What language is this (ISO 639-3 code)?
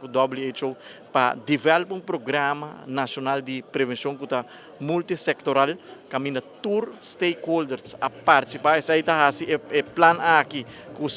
pap